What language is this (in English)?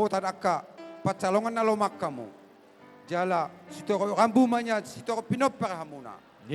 Batak Toba